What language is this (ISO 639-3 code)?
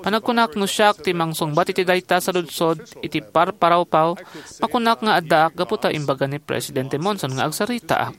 ilo